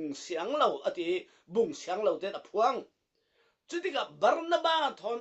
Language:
Falam Chin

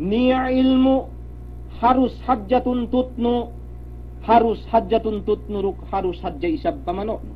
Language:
Yakan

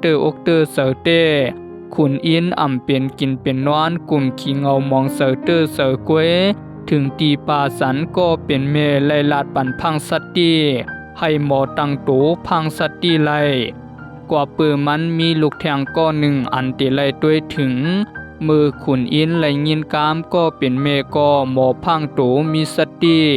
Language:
Shan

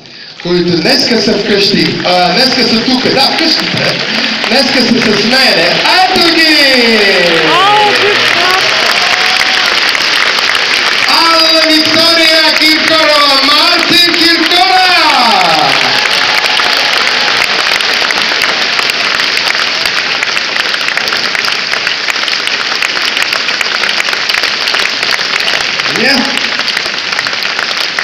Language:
Bulgarian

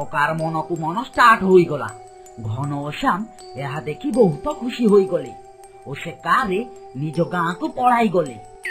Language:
Odia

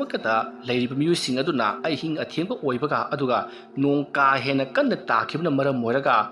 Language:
Manipuri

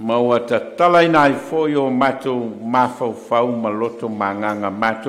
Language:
Samoan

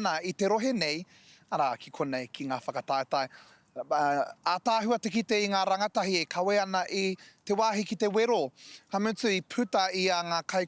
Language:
Māori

